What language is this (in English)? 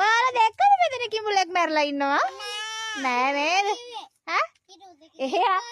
Sinhala